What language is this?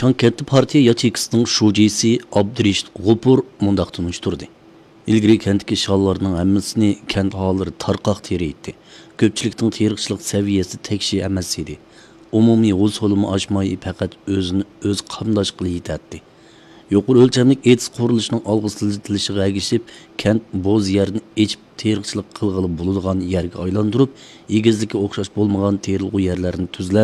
Uyghur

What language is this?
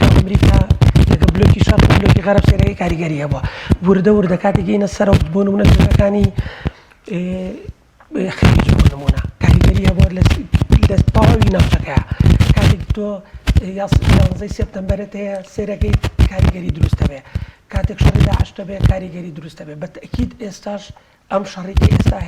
Central Kurdish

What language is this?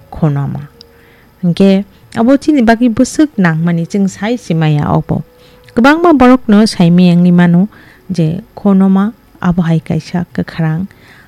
Kok Borok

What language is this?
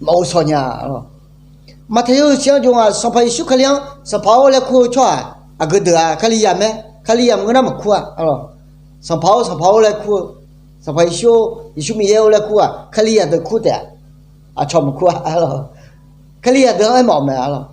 Akha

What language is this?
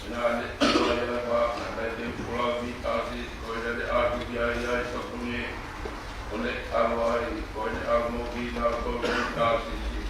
Tongan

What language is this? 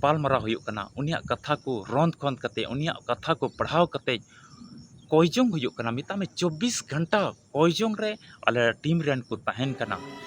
Santali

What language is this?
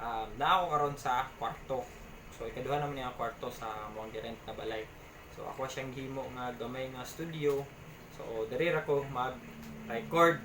Cebuano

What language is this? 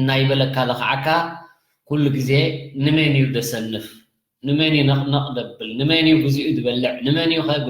Tigrinya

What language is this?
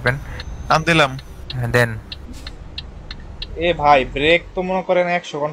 Bangla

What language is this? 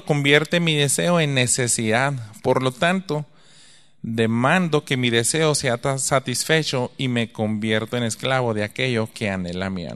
Spanish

